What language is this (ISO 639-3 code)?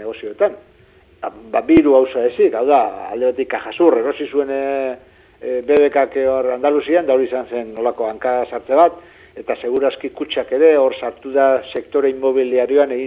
eus